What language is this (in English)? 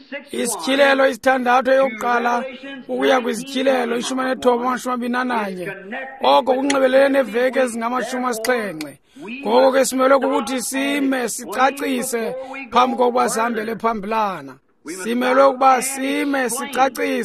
Xhosa